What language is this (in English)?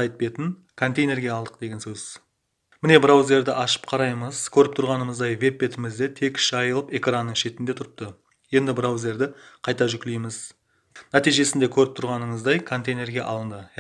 Kara-Kalpak